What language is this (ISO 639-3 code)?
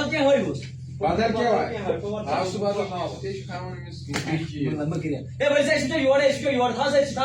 kas